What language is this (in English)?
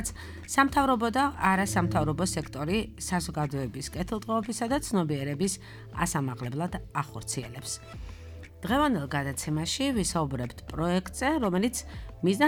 Georgian